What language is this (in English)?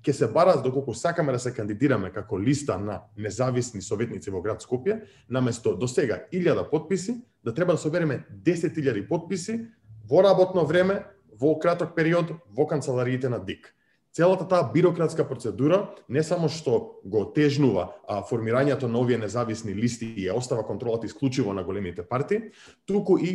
Macedonian